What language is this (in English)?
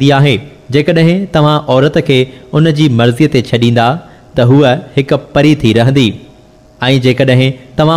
Sindhi